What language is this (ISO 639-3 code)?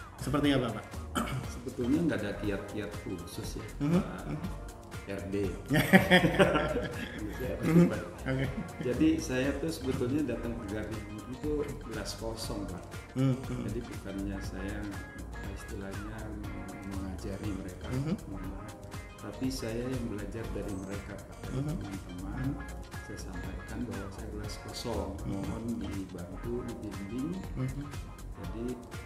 ind